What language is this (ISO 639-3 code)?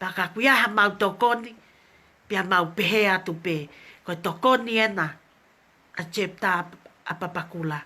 ton